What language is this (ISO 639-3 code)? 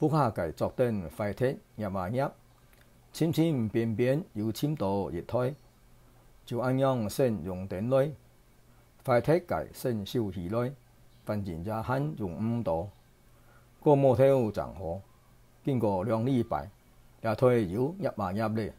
hak